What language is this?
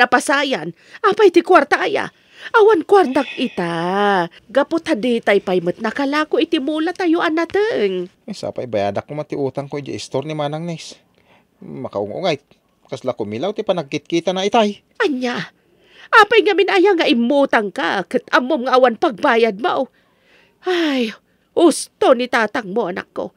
Iloko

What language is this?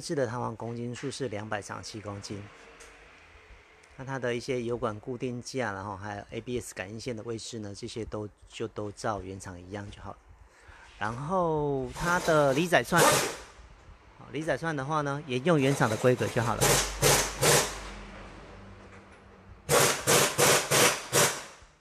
Chinese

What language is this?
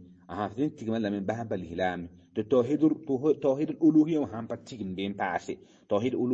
Mossi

